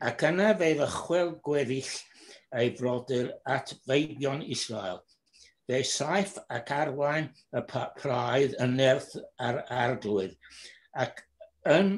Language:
Welsh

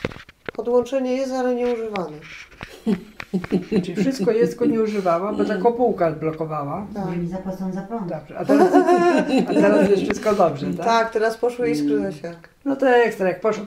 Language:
Polish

